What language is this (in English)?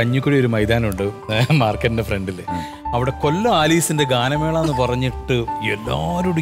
Malayalam